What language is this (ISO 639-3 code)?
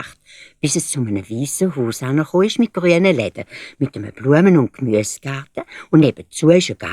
gsw